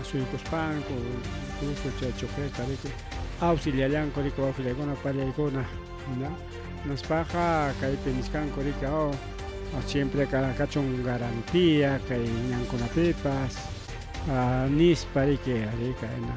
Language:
Ayacucho Quechua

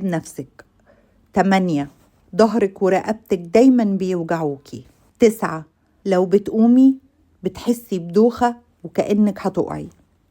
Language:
Egyptian Arabic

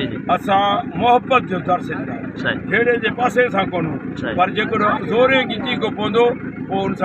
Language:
Sindhi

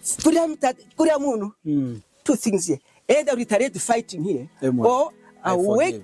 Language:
Lunda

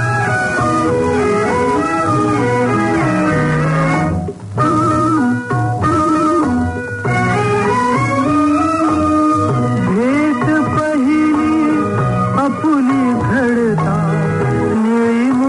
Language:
Marathi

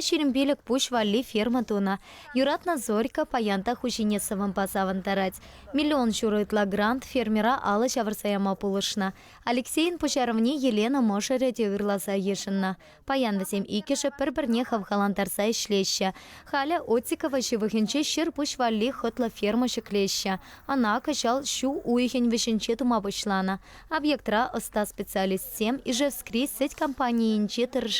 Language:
Chuvash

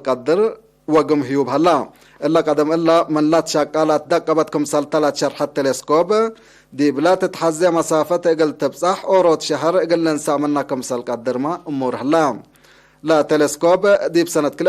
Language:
Tigre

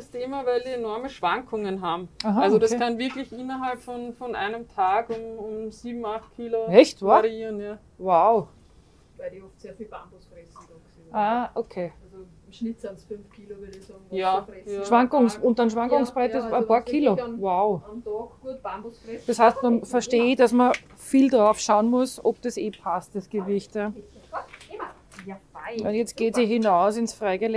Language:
German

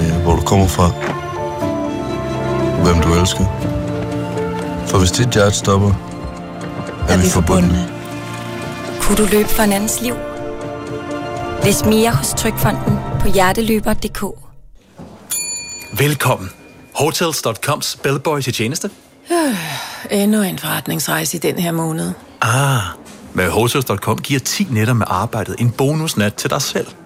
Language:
Danish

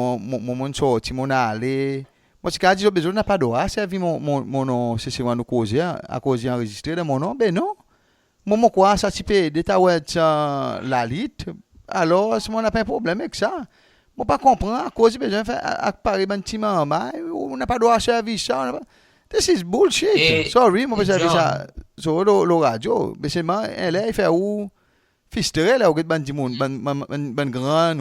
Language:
Seselwa Creole French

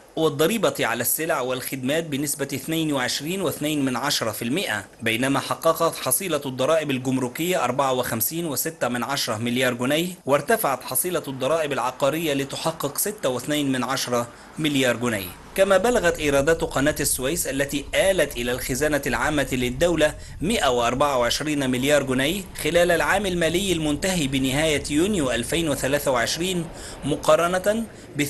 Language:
Arabic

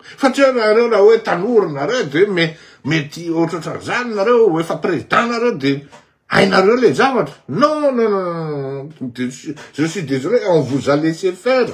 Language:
Malagasy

